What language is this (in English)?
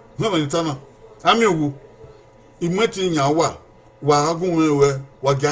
Bini